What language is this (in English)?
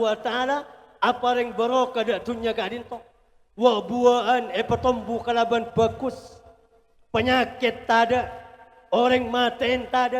Madurese